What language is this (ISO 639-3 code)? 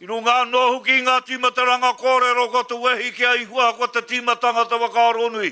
mri